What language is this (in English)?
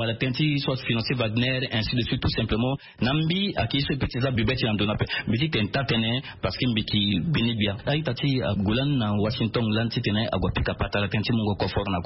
Sango